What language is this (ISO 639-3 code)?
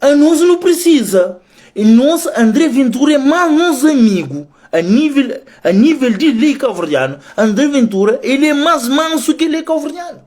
kea